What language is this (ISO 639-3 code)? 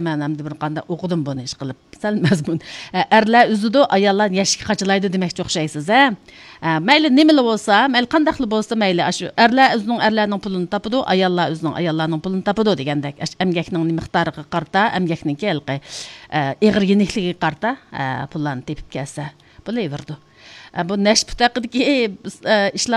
uig